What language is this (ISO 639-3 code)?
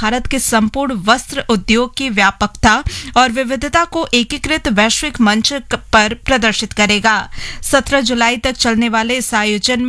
hin